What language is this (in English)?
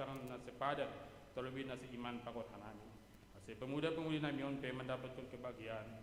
Batak Simalungun